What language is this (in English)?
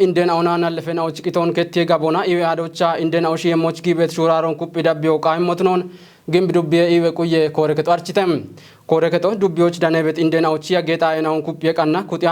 Kafa